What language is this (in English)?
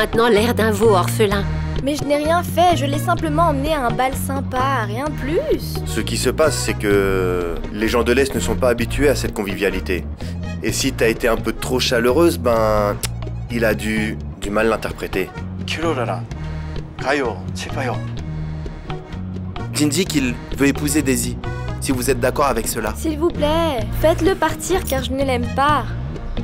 French